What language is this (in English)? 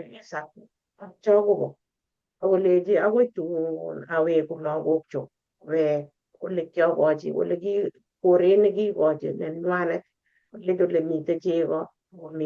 Kalenjin